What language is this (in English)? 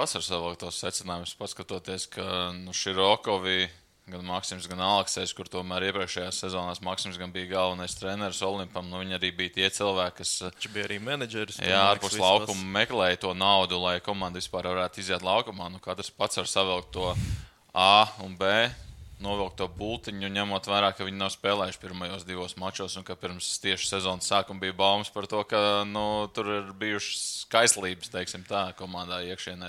Latvian